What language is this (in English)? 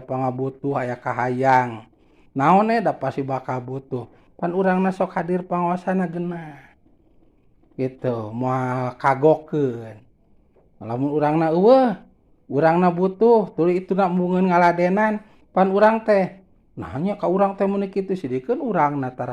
Sundanese